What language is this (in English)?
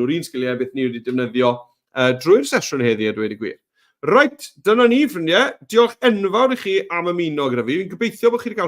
Welsh